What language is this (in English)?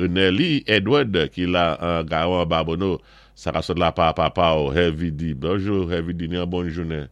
Saint Lucian Creole French